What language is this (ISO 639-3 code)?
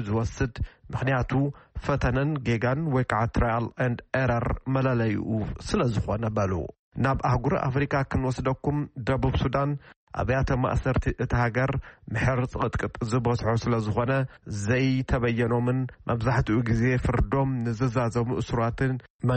tir